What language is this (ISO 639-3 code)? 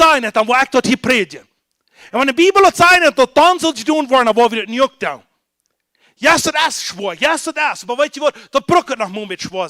pdt